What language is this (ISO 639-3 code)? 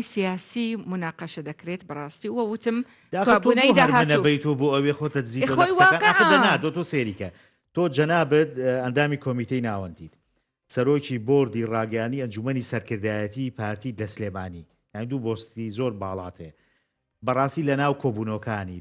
ckb